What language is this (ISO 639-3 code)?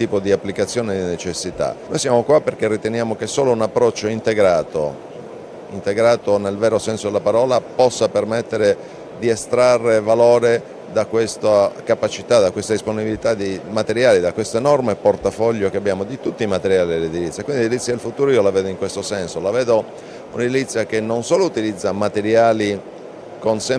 ita